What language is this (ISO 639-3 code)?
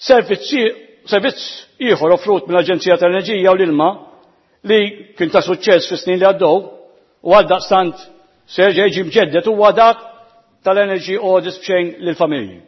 mlt